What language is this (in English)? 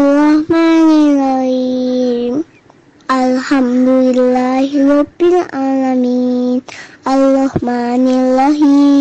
Indonesian